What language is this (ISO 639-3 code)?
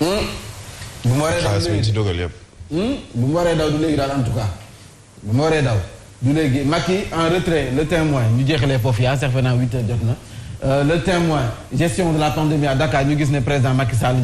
wol